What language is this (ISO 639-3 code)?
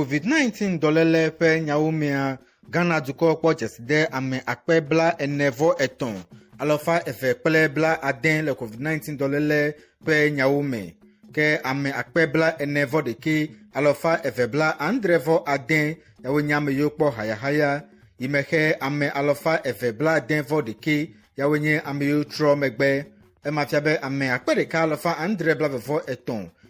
ewe